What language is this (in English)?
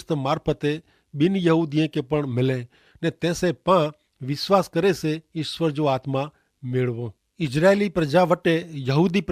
Kachhi